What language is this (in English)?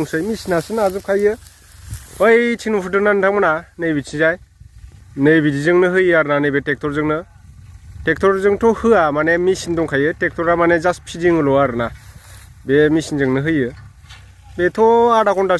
Bodo